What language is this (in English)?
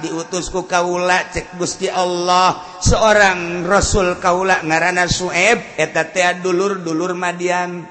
Sundanese